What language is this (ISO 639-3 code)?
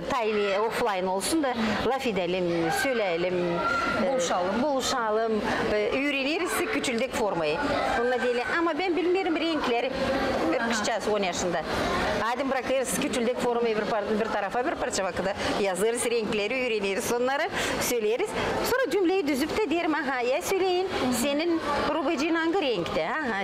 gag